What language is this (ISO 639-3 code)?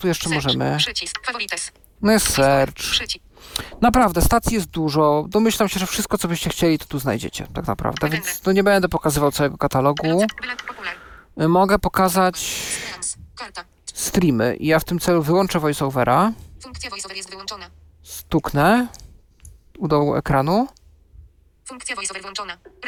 pol